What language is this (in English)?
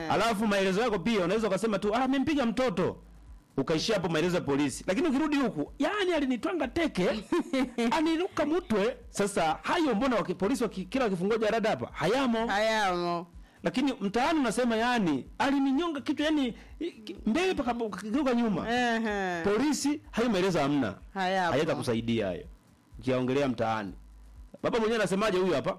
Swahili